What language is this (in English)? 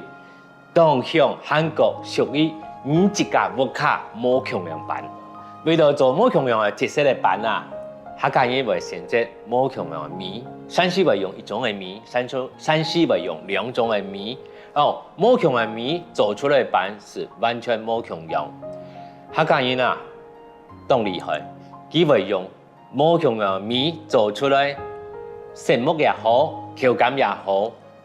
Hakka Chinese